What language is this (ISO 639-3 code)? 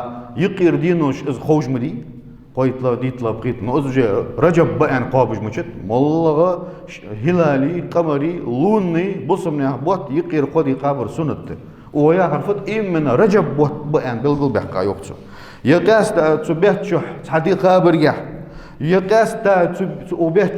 inh